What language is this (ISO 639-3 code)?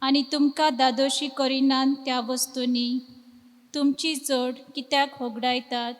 kok